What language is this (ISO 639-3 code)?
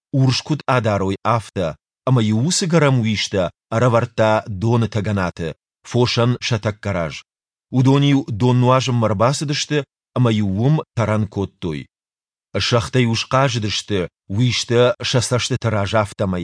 oss